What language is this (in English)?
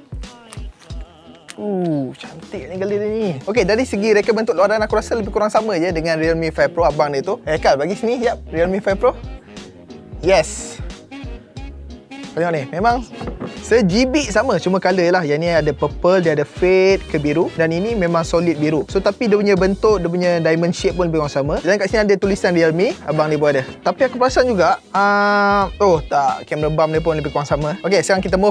Malay